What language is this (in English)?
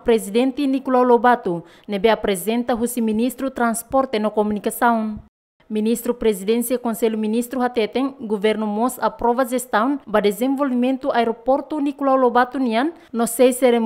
Tetum